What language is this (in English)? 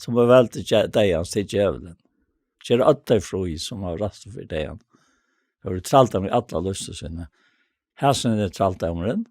Faroese